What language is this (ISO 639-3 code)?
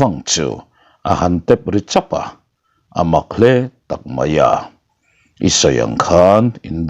lus